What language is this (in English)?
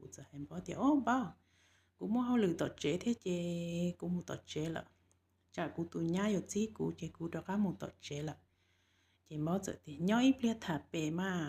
Hmong